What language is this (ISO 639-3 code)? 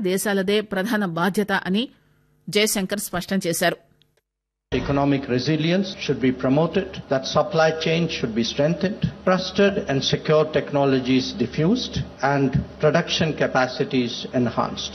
tel